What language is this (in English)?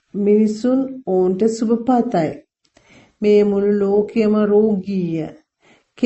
Sinhala